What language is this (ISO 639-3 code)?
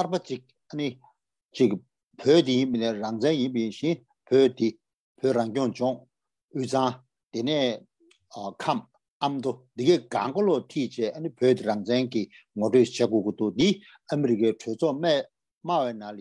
bod